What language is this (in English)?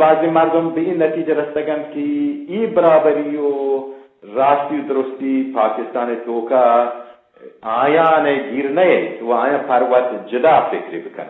Eastern Balochi